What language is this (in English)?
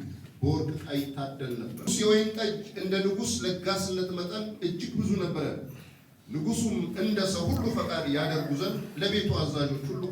Amharic